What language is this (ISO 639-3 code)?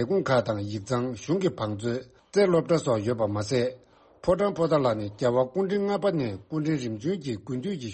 bod